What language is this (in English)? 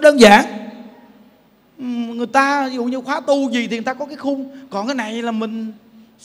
Vietnamese